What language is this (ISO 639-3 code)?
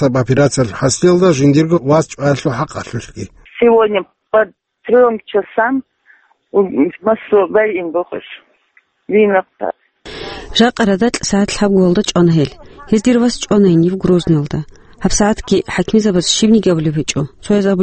ava